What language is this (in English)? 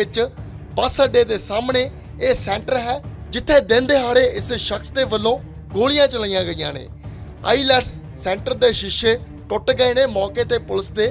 Punjabi